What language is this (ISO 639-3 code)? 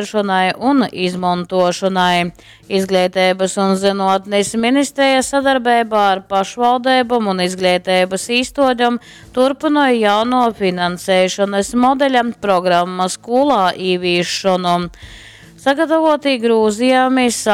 ltg